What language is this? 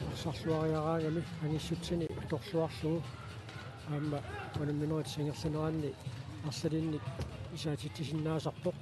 Kalaallisut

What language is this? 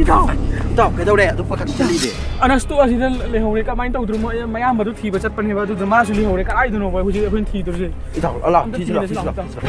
Manipuri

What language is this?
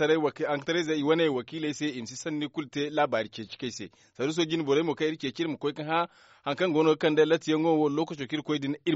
Zarma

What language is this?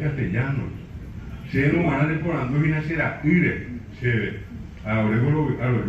Guarani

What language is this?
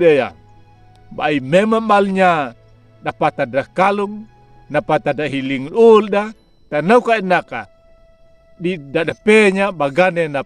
Anakalangu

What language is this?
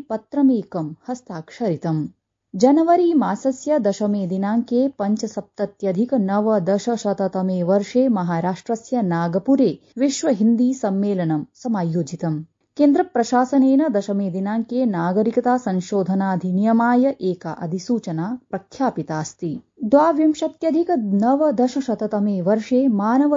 Sanskrit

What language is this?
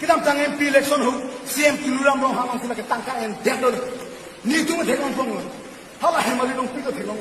Karbi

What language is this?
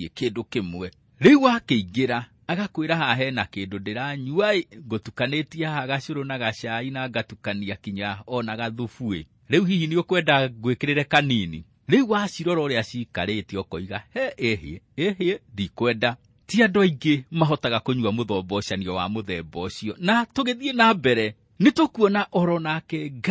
Kikuyu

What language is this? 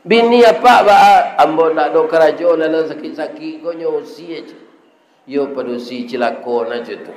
Minangkabau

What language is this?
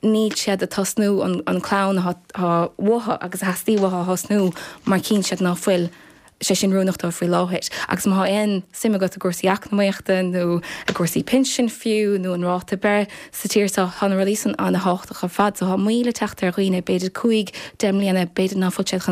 Irish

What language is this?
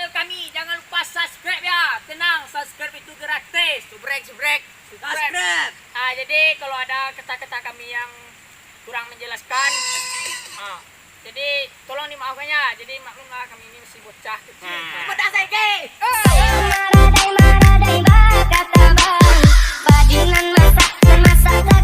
Minangkabau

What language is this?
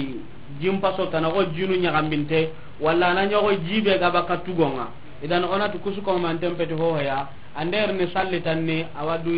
Soninke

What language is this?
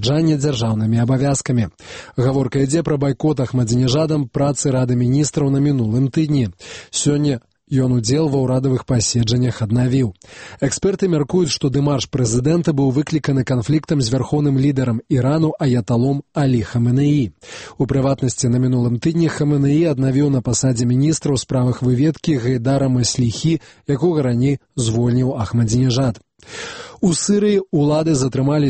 Belarusian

